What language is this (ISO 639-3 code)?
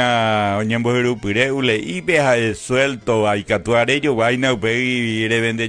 grn